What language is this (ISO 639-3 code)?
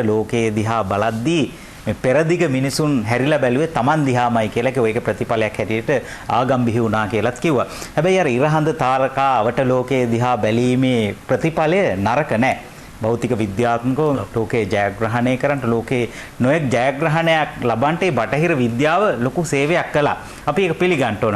sin